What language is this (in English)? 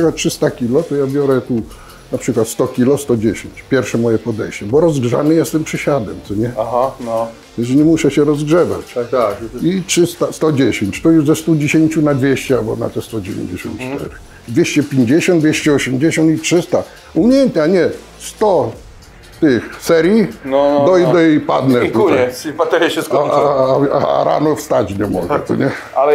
Polish